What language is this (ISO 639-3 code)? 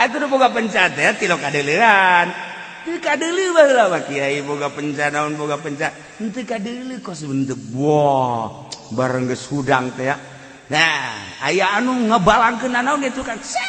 sun